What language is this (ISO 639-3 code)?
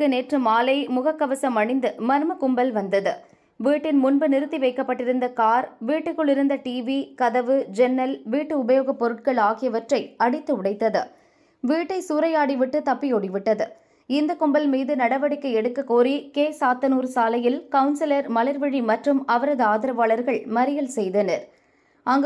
tam